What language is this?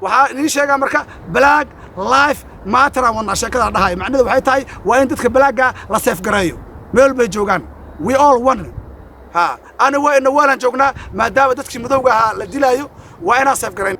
Somali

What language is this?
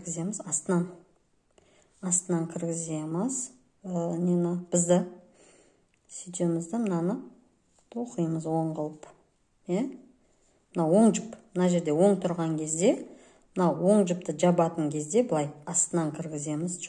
Kazakh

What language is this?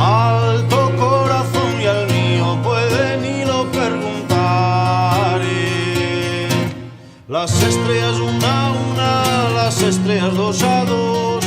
Asturian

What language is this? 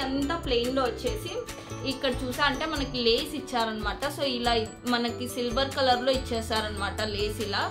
Telugu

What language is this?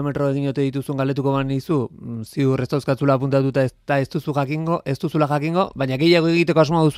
Basque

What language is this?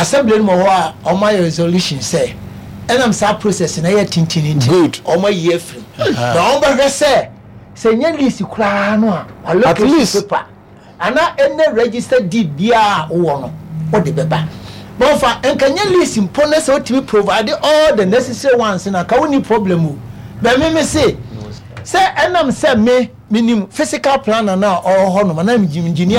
Akan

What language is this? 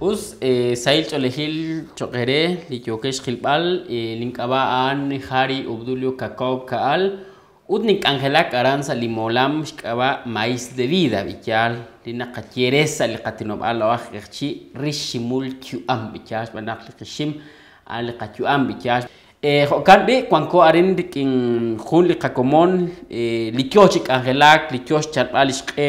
Kekchí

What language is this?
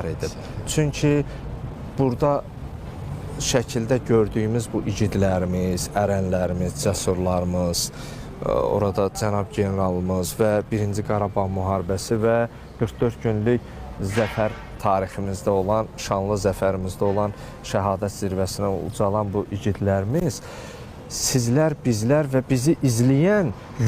Azerbaijani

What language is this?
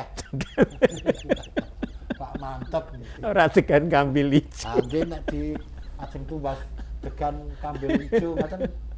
Javanese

